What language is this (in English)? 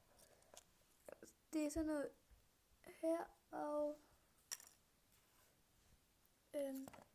Danish